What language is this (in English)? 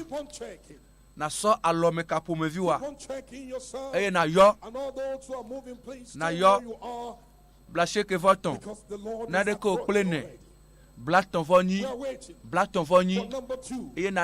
Ewe